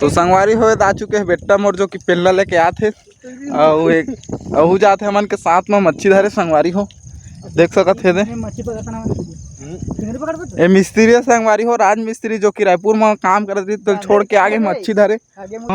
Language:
Chhattisgarhi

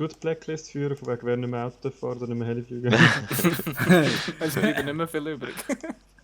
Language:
Swiss German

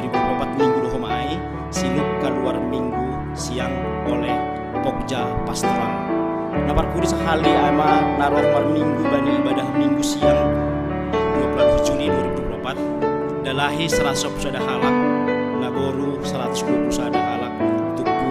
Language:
Batak Simalungun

